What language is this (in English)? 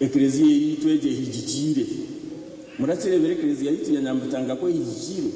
Nyankole